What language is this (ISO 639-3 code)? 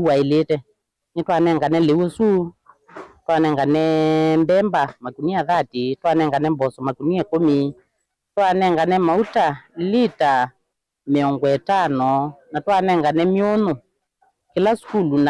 kam